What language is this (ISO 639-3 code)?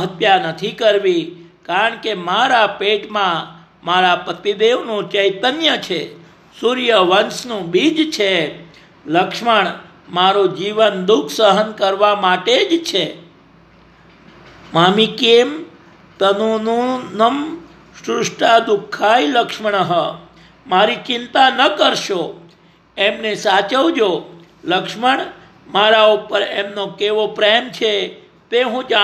guj